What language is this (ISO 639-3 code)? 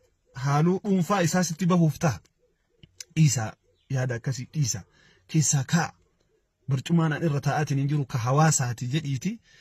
orm